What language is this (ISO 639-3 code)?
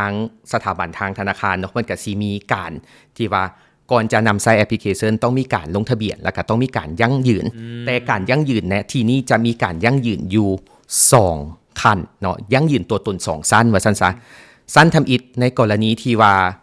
lao